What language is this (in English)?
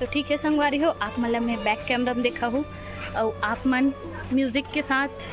Chhattisgarhi